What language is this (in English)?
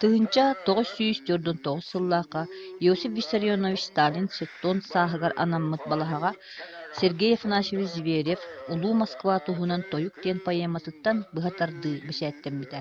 Yakut